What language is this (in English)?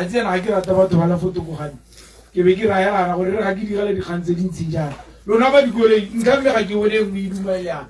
Tswana